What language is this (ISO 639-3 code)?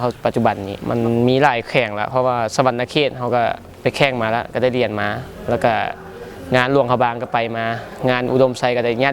lao